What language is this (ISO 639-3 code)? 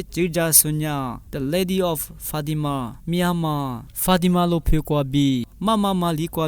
lis